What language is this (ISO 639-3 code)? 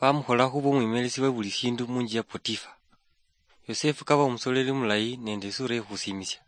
luy